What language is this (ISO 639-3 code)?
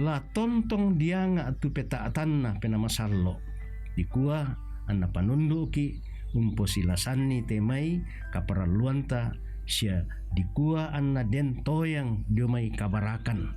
sda